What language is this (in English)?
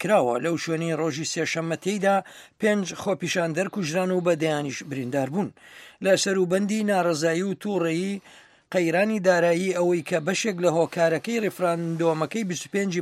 Central Kurdish